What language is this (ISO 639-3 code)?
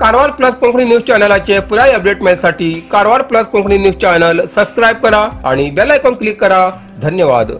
kok